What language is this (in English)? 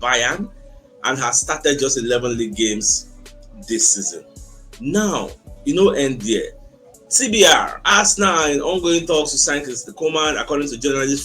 Nigerian Pidgin